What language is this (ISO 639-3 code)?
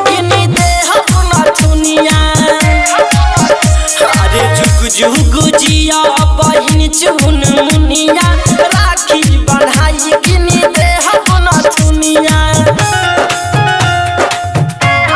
bho